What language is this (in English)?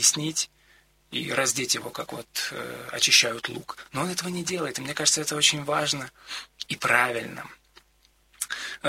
Russian